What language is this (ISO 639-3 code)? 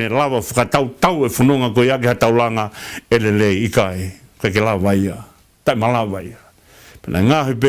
ton